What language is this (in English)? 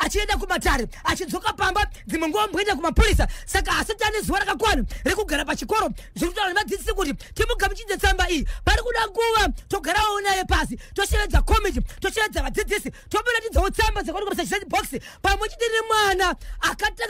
Shona